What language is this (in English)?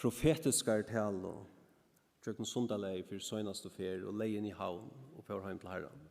Faroese